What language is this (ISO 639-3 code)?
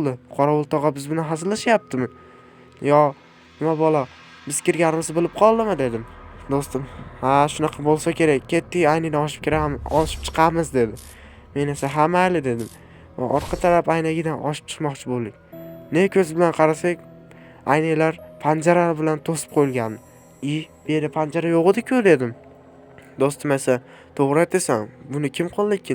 uzb